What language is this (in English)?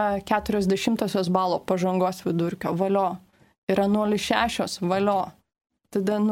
Lithuanian